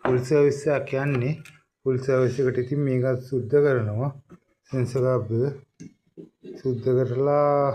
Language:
Sinhala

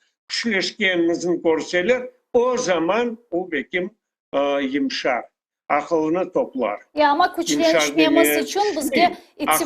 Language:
Crimean Tatar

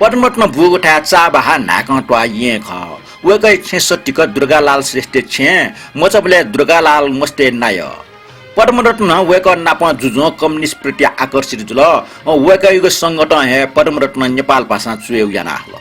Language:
Newari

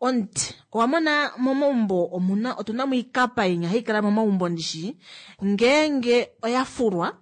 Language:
Kuanyama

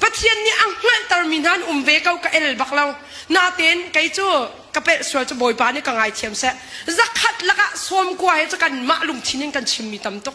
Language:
Hakha Chin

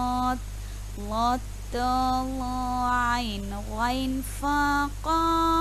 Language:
Divehi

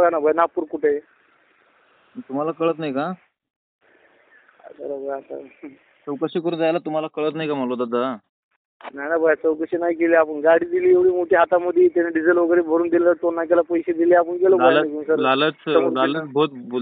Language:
Marathi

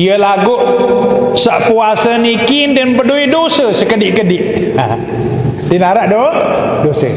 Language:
Sasak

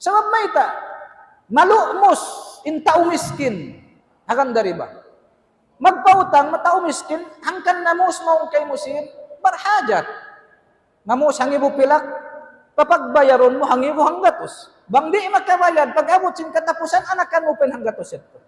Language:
Tausug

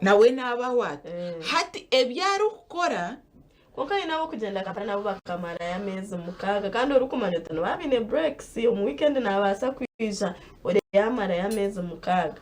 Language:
Nyankole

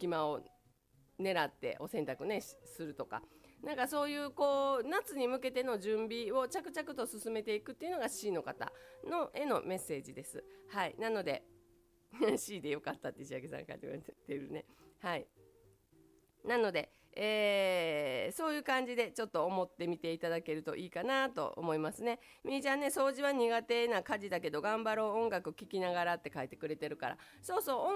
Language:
Japanese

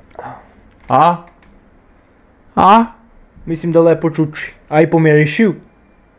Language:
Serbian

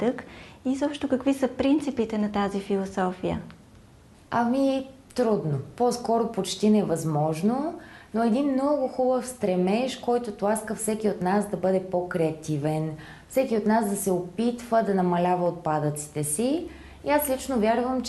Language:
Bulgarian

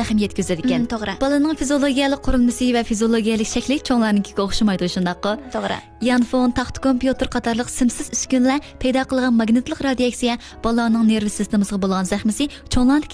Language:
Uyghur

